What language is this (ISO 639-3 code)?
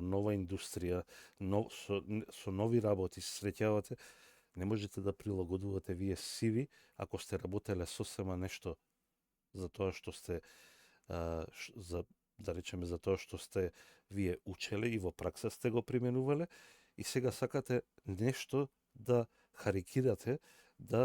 mkd